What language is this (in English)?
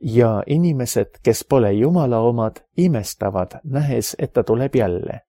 Estonian